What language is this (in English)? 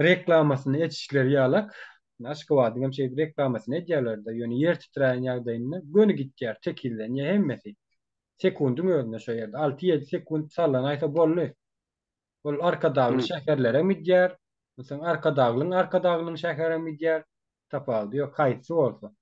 Turkmen